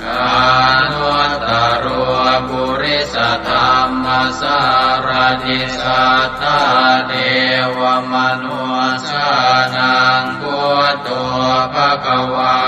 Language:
Pali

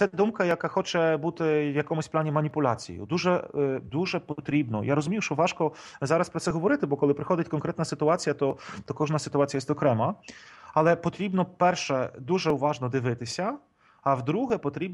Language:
Ukrainian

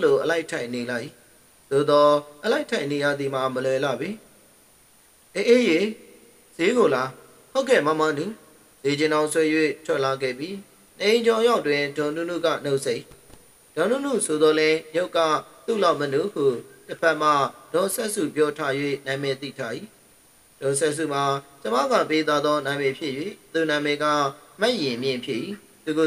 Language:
Burmese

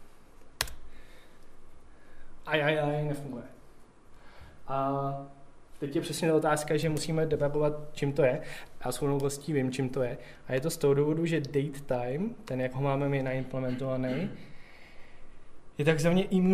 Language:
Czech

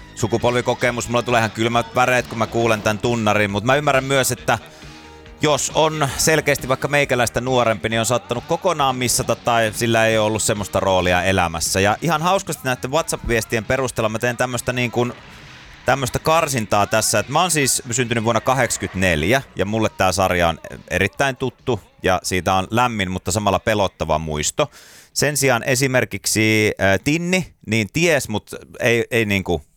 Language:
Finnish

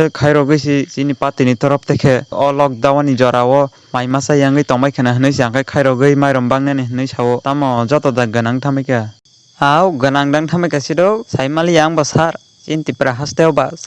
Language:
Kok Borok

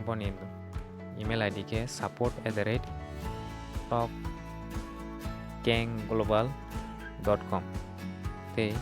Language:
Kok Borok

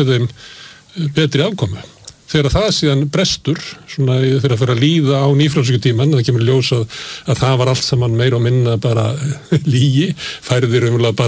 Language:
Icelandic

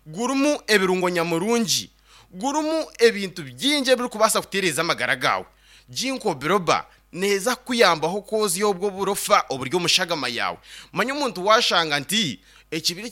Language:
Nyankole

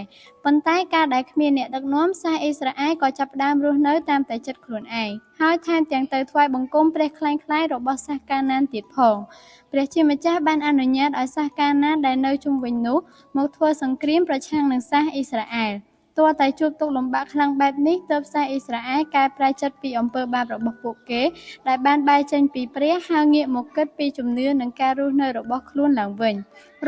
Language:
Khmer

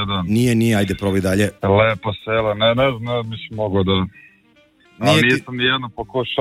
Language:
Serbian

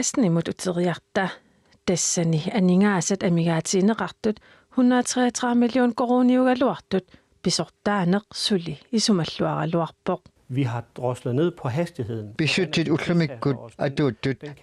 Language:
Kalaallisut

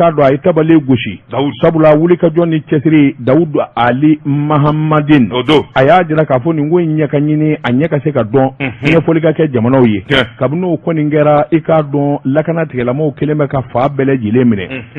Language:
Bambara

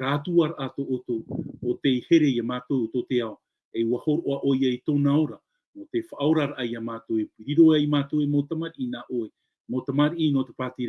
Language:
Tahitian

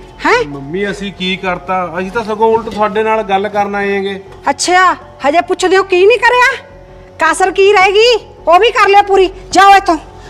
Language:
Punjabi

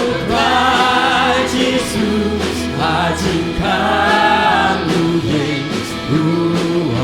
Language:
Khasi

